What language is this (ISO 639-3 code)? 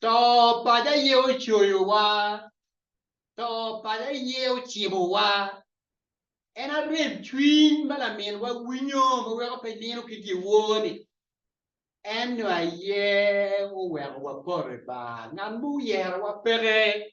ach